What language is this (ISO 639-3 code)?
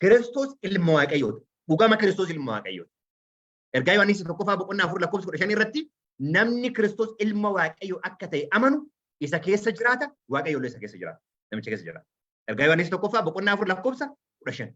orm